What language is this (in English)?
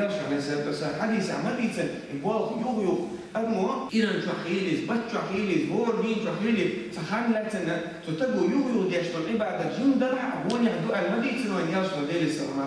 Chechen